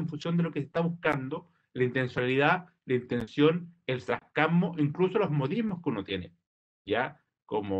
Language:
Spanish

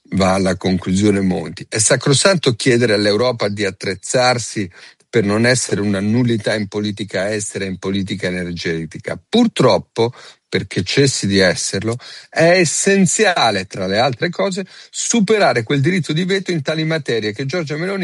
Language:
Italian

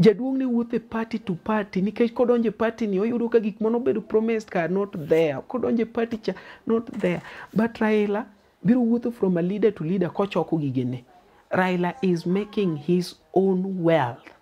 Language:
Luo (Kenya and Tanzania)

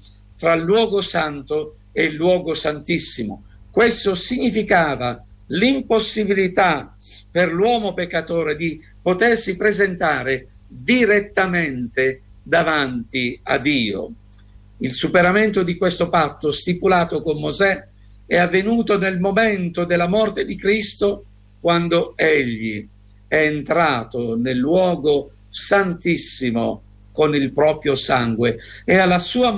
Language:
Italian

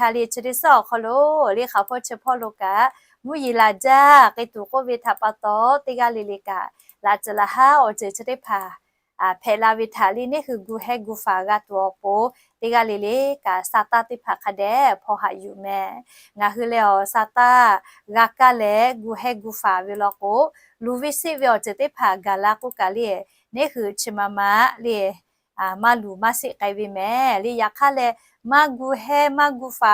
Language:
Lahu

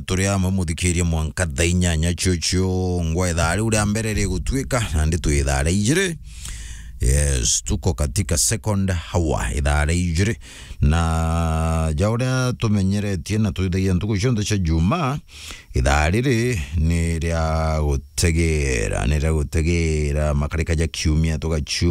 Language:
Meru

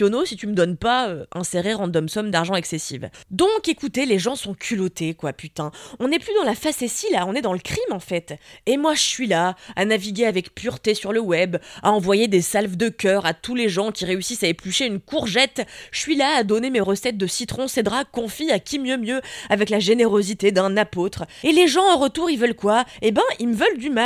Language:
French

